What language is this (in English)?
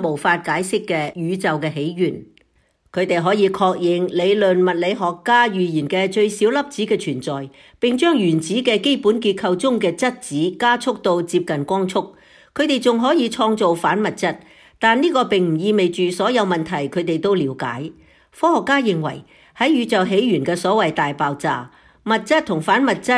Cantonese